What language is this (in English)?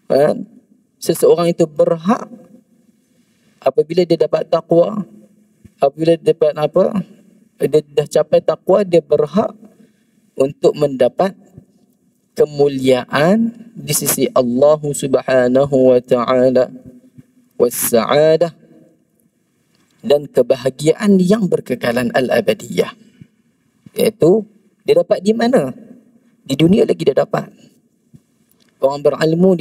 Malay